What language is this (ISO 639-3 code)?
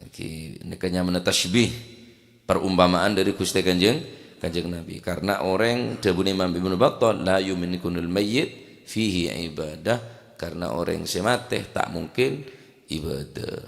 mad